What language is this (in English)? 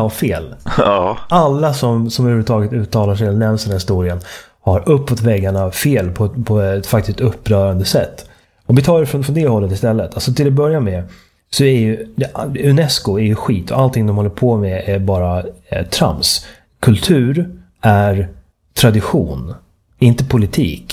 Swedish